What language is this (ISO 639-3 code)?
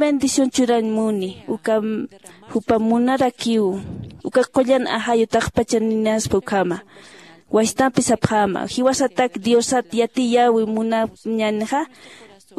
aym